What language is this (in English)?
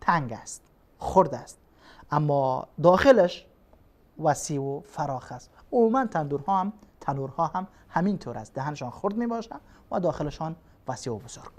Persian